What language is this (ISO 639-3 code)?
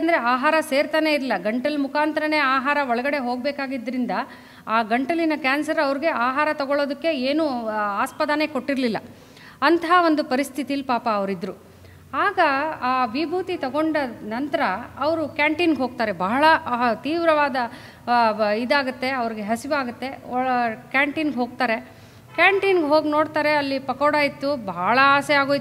kan